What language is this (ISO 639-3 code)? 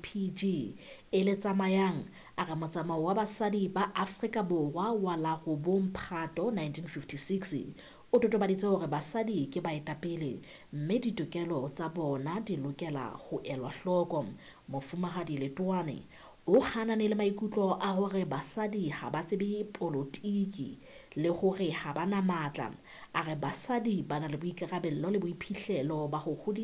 sot